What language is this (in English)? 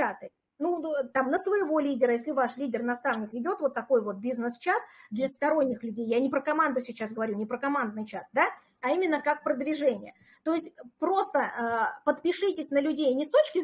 Russian